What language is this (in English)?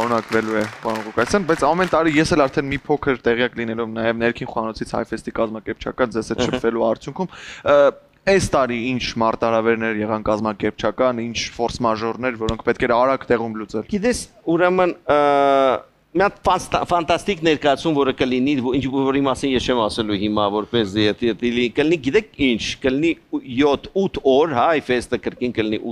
Armenian